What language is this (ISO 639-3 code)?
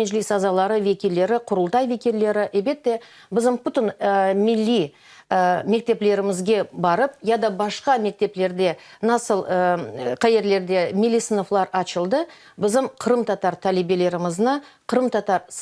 crh